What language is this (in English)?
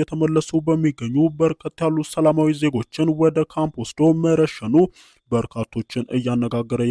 Amharic